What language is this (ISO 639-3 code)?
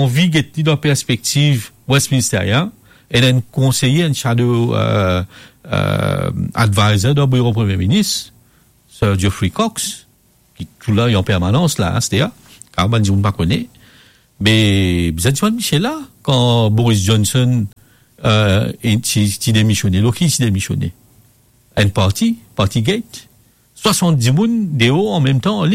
mfe